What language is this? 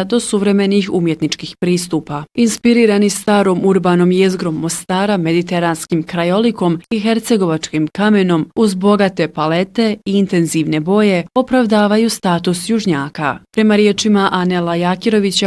Bosnian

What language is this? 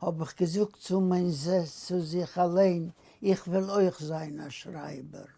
Yiddish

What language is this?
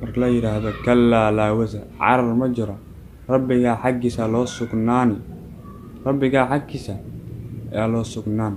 Somali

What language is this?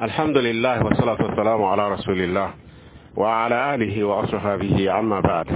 Mossi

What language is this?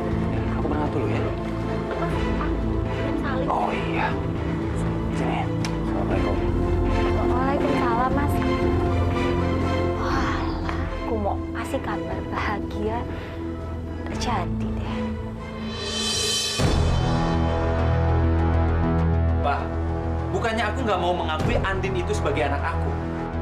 Indonesian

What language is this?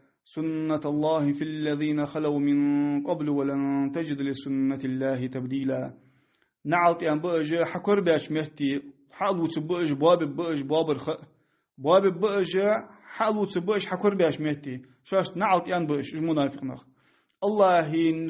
Ingush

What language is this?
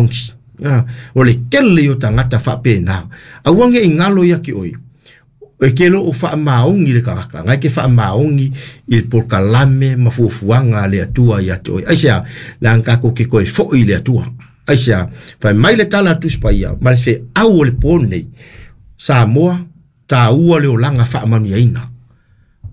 Samoan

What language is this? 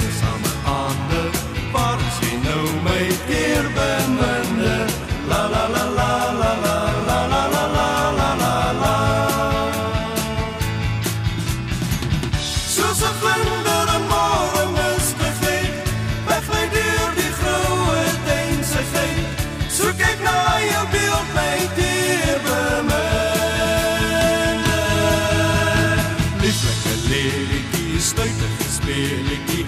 Afrikaans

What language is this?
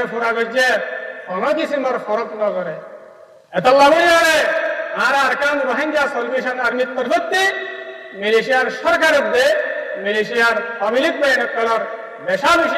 Rohingya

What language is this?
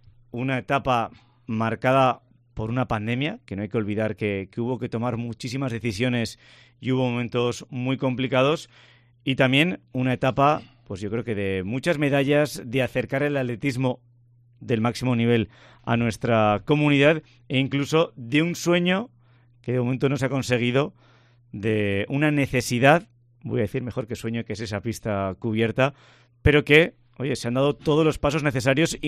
Spanish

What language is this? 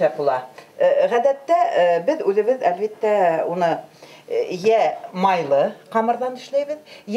Bashkir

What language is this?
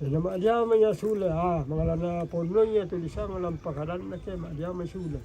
Toraja-Sa'dan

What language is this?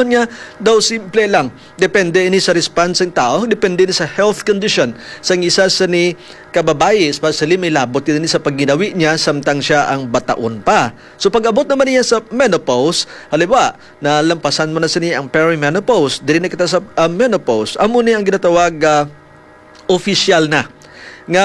Hiligaynon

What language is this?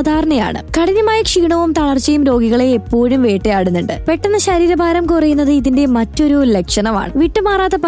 Malayalam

